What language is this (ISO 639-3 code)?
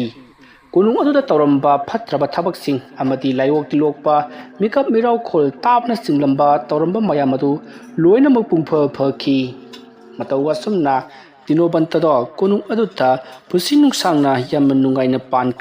mni